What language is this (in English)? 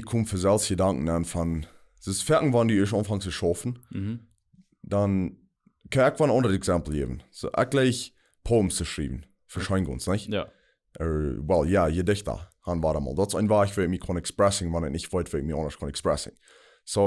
Plautdietsch